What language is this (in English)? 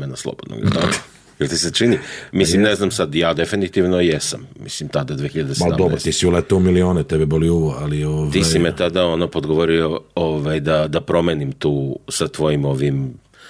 Serbian